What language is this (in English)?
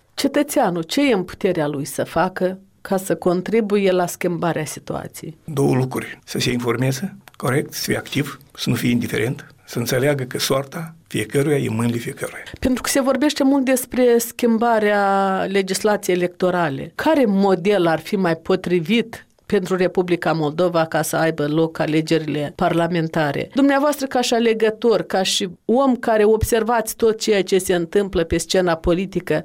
Romanian